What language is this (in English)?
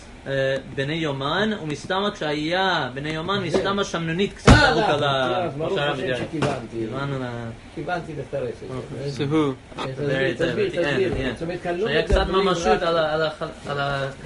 Hebrew